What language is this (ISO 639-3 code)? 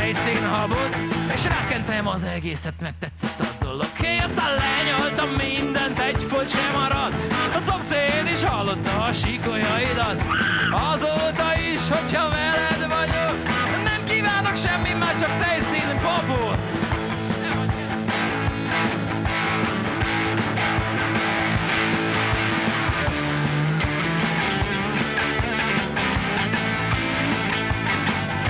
hun